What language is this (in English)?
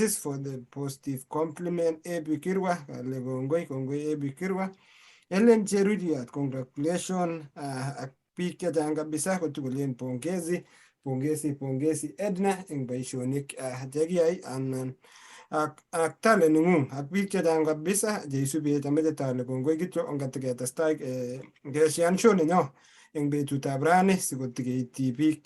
Kalenjin